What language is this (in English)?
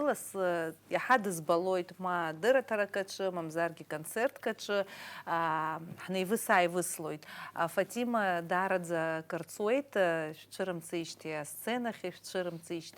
Abkhazian